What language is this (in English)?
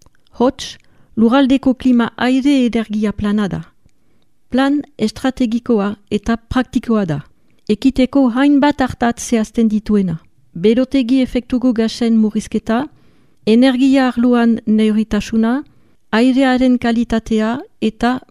Basque